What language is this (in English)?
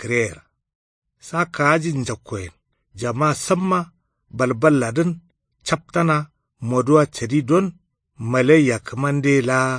Kanuri